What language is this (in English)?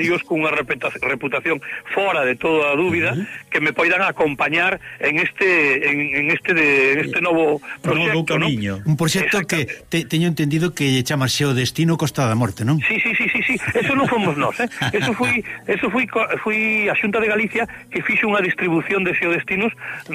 Galician